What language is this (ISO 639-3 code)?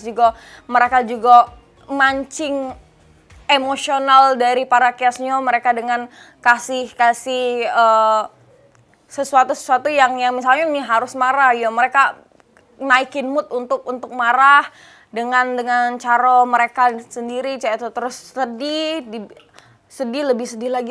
mui